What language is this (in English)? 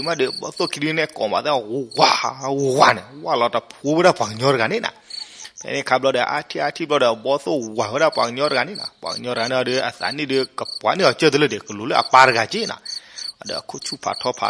S'gaw Karen